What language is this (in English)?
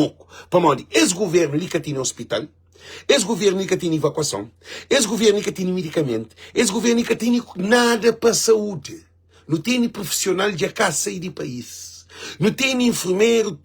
Kabuverdianu